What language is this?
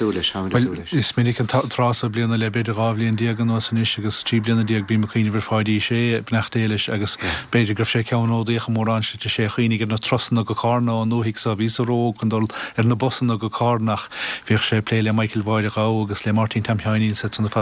Irish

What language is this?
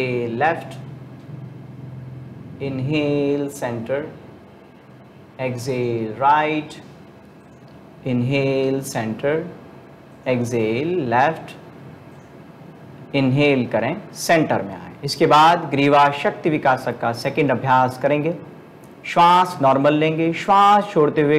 Hindi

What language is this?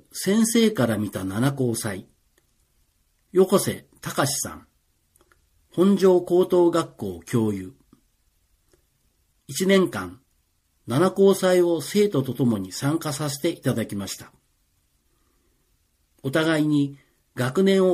Japanese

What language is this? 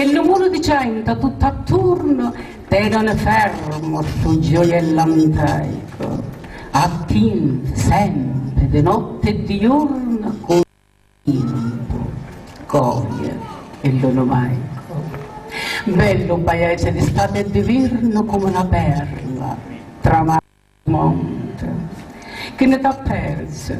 Sicilian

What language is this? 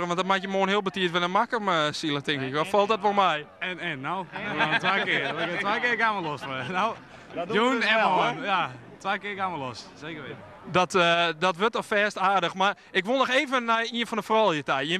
Western Frisian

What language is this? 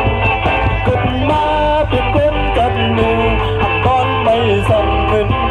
Shan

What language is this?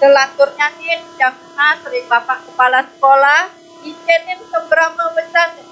Balinese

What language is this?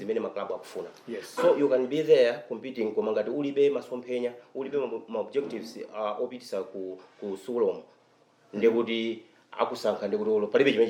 Nyanja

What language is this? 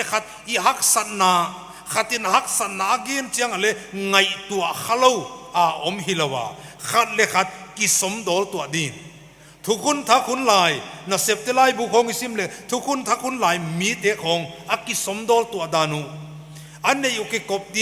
Paite Chin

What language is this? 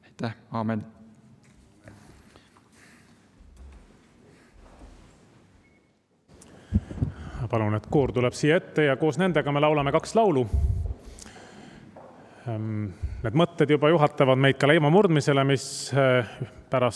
Estonian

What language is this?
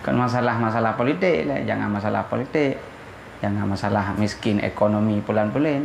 Achinese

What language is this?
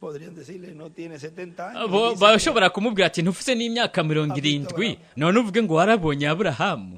Rundi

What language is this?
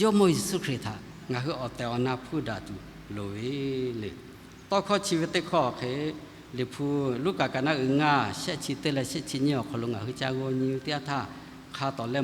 Lahu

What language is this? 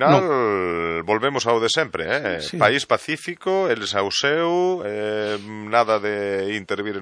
Galician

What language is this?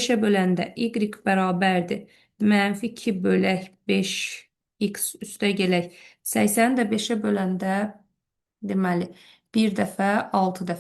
Azerbaijani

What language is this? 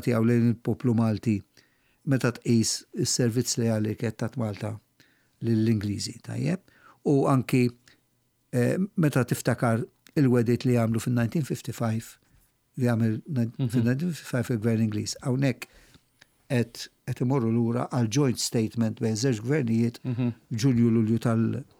Maltese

